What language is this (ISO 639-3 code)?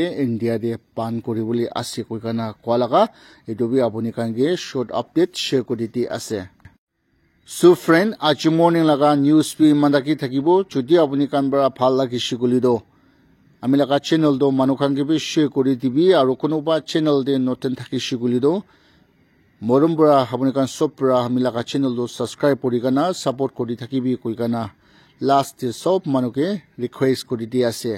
nag